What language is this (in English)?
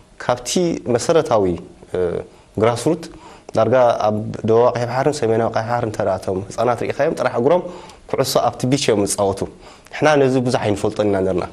Tigrinya